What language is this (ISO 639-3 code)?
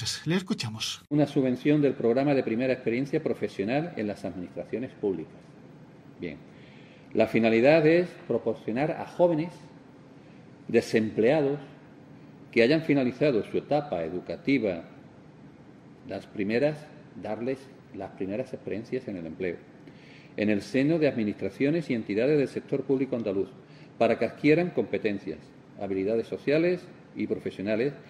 spa